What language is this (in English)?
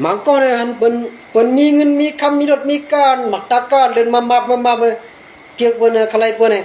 Shan